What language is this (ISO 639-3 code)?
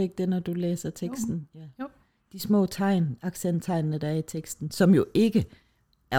dan